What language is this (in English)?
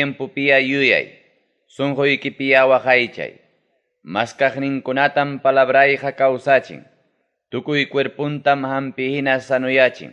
Ayacucho Quechua